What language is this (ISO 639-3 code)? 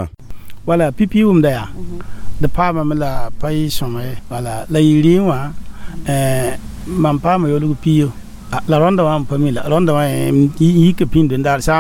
mos